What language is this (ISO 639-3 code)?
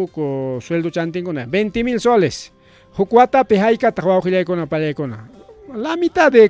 quy